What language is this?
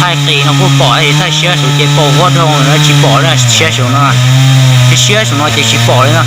Hmong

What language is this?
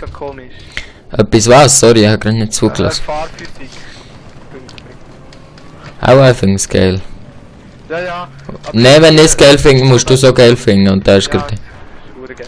Swiss German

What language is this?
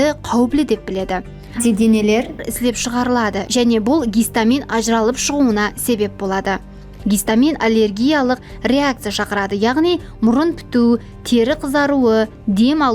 Kara-Kalpak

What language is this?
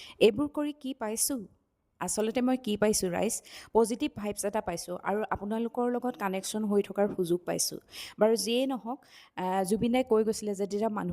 Assamese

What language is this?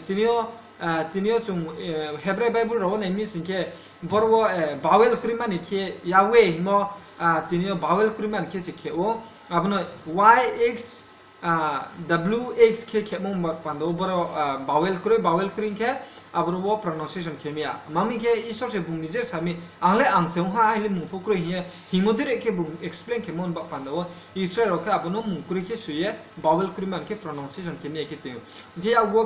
Riang (India)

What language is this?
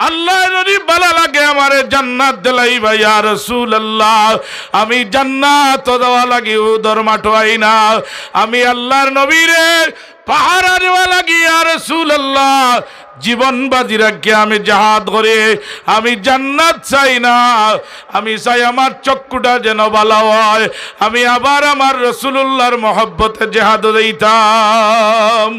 Sylheti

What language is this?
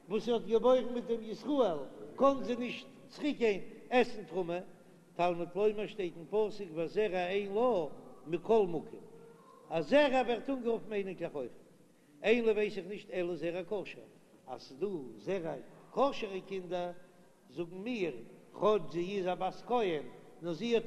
Yiddish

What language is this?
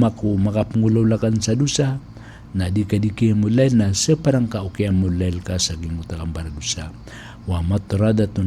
Maranao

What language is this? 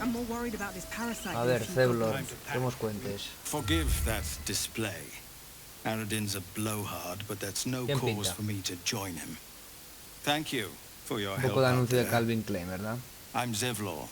Asturian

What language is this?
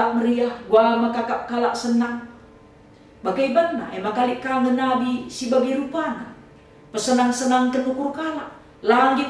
Batak Karo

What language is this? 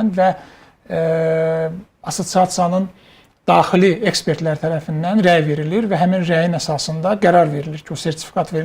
Azerbaijani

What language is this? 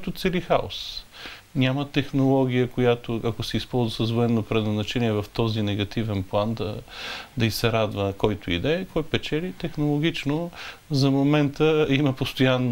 Bulgarian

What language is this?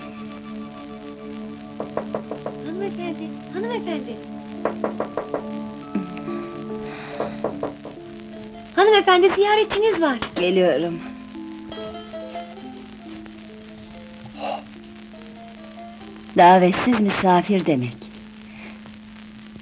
Turkish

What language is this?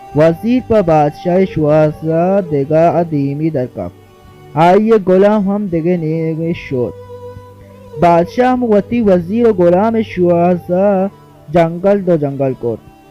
Baluchi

